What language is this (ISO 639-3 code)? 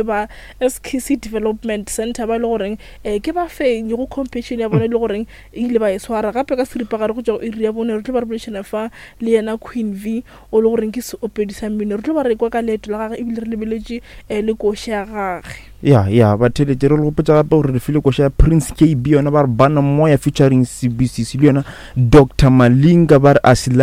nso